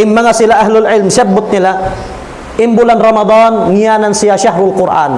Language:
Tausug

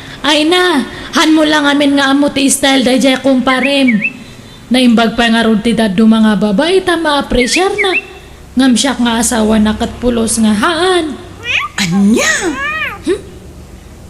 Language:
Iloko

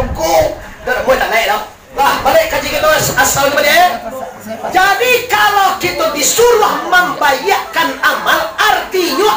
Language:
Minangkabau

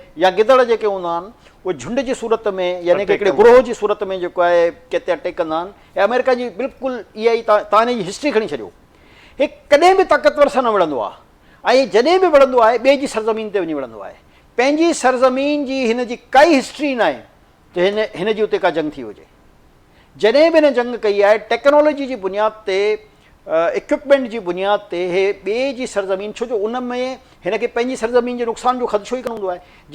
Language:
Sindhi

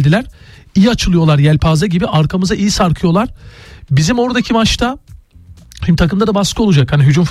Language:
Turkish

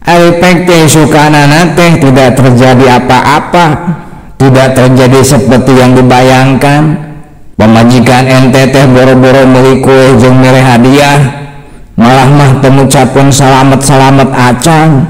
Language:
Sundanese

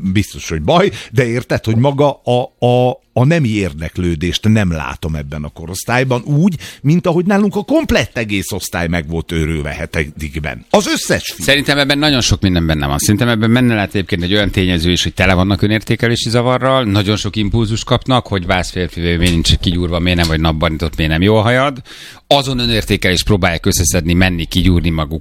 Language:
Hungarian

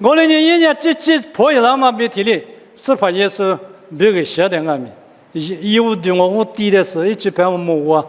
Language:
Lisu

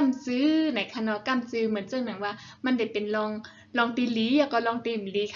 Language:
Shan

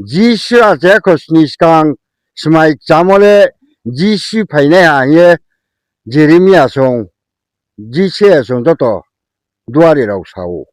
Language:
Riang (India)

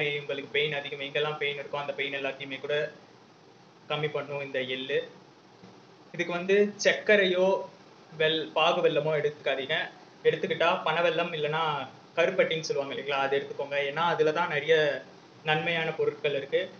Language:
Tamil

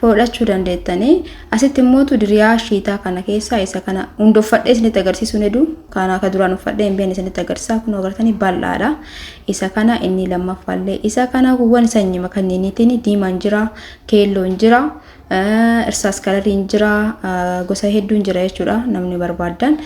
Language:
Oromo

